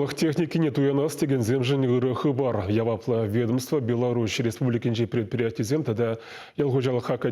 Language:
Chuvash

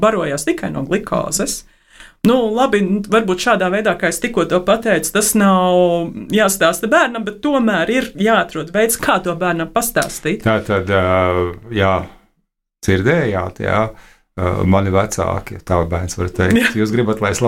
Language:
Latvian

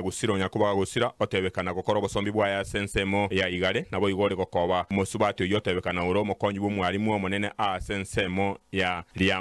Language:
Gusii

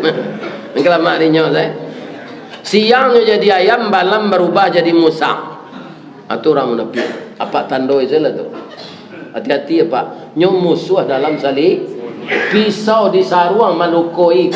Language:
Minangkabau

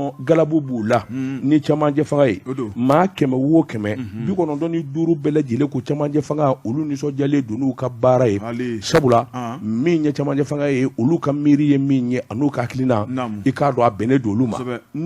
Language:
Bambara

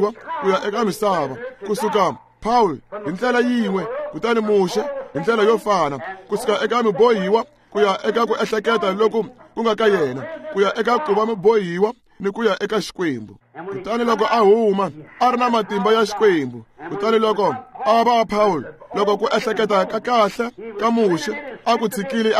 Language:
Tsonga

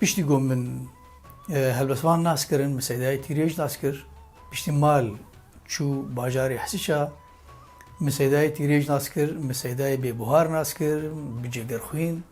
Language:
Kurdish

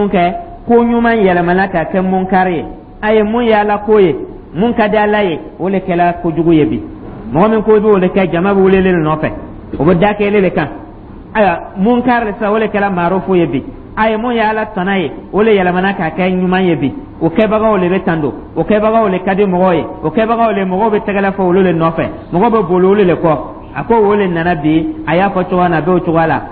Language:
Dyula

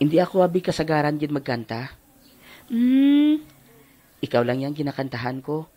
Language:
Hiligaynon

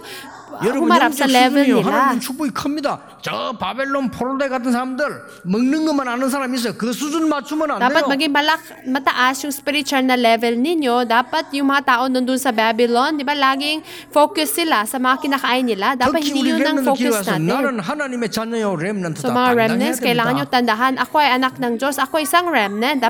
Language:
Filipino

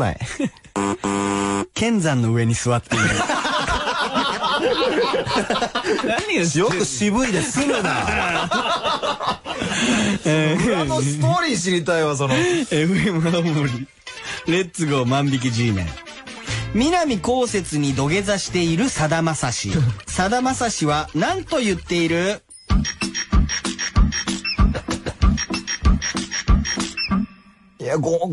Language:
Japanese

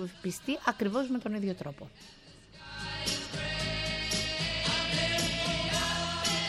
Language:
Greek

